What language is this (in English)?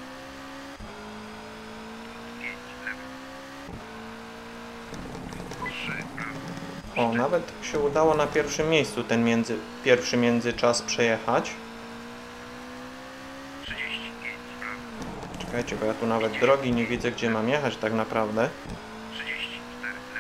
Polish